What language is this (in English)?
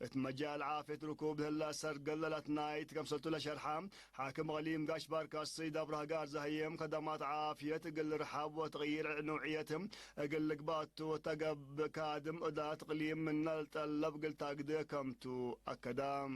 Tigre